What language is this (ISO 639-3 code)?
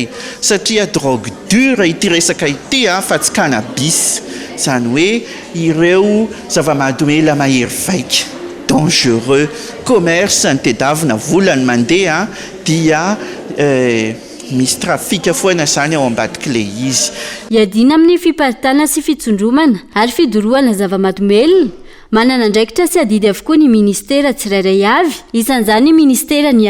mlg